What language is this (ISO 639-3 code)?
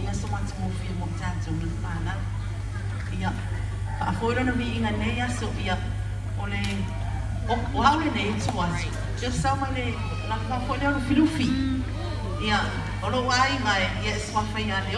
smo